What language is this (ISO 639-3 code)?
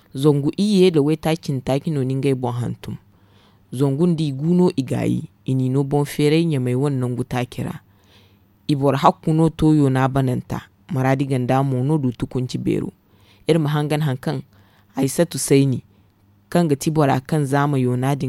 dje